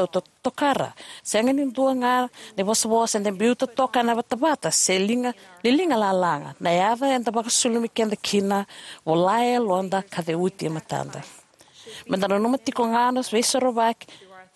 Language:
Fijian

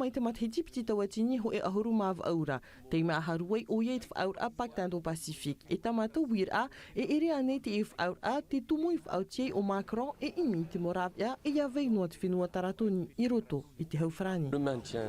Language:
Tahitian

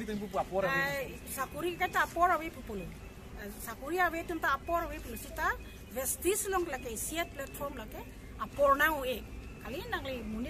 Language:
Karbi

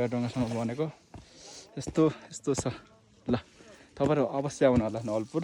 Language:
Nepali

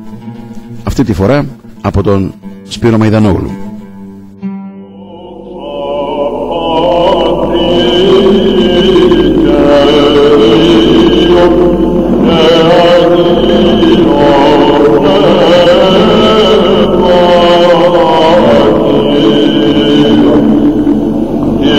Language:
Greek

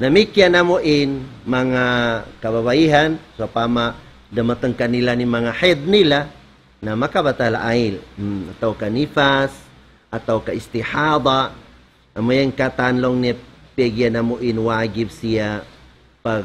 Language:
Tausug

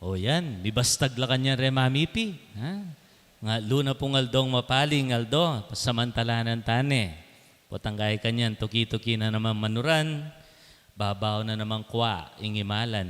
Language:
Pampanga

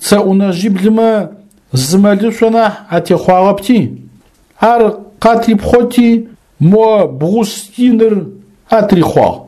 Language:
Adyghe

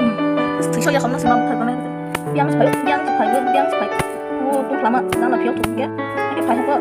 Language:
Kok Borok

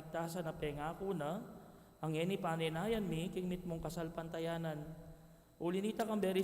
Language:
Pampanga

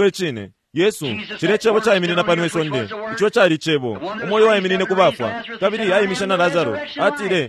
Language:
Bemba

